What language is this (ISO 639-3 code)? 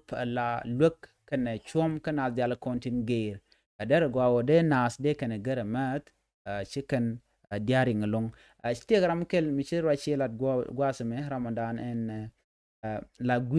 nus